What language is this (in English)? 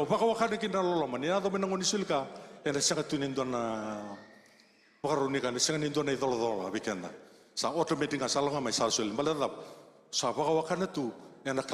Fijian